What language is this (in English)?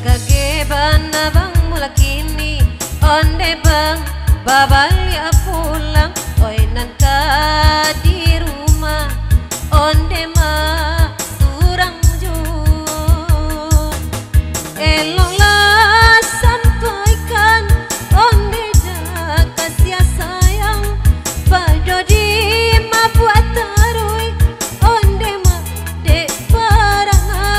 Minangkabau